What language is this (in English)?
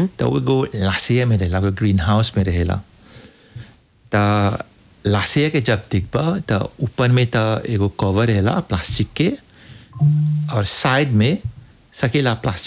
Bhojpuri